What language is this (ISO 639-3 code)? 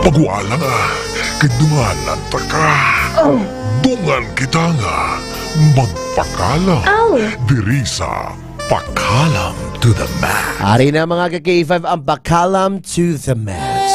hil